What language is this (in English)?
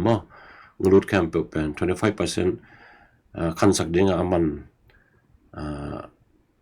Tedim Chin